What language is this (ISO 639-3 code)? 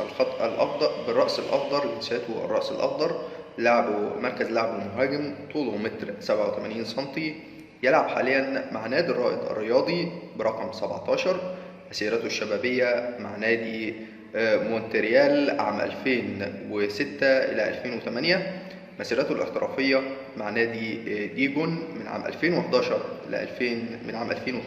arz